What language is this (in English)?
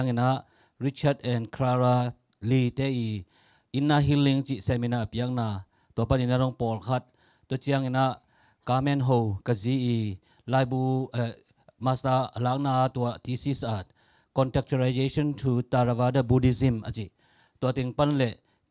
Tedim Chin